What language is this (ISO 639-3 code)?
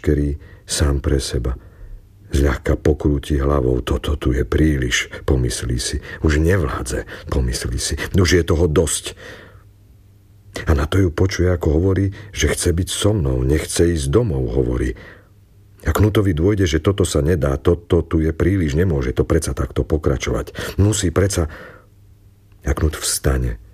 slk